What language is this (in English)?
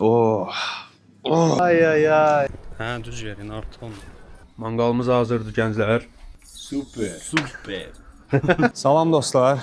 Azerbaijani